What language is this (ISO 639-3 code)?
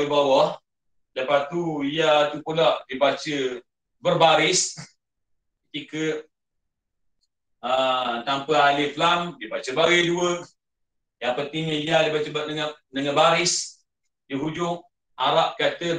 msa